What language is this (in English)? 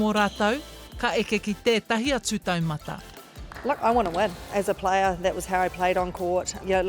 Māori